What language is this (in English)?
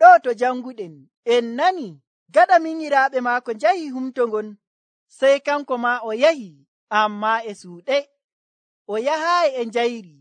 Nigerian Fulfulde